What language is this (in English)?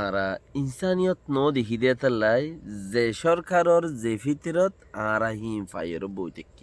Rohingya